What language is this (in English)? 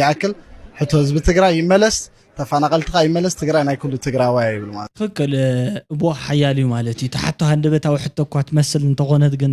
Tigrinya